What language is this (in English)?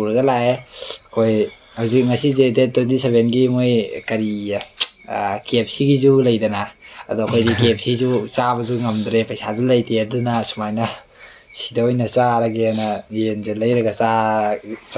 Manipuri